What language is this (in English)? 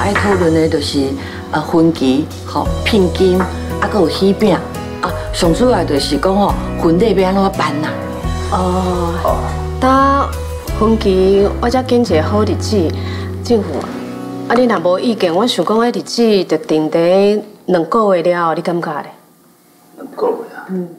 Min Nan Chinese